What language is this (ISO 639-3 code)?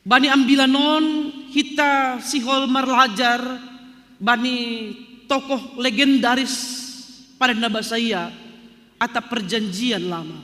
bts